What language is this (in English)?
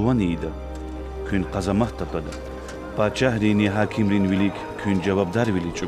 Lezghian